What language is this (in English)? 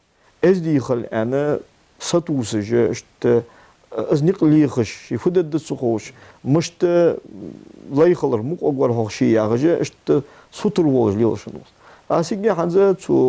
Ingush